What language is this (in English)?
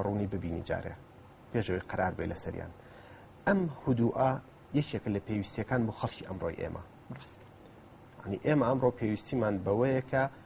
Central Kurdish